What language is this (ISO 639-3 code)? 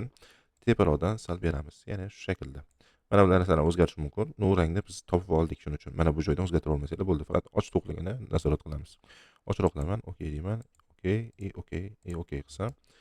uzb